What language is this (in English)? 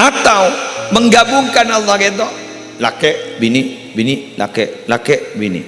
Madurese